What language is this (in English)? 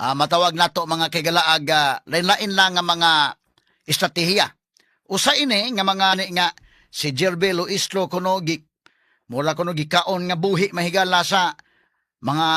Cebuano